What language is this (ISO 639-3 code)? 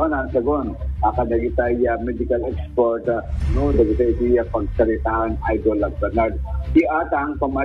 ilo